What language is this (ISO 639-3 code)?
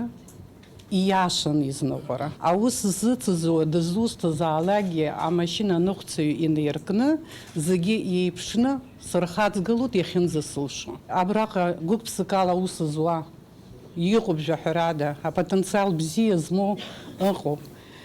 abk